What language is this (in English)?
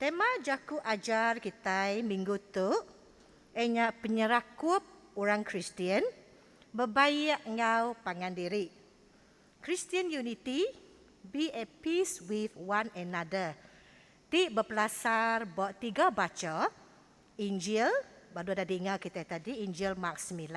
Iban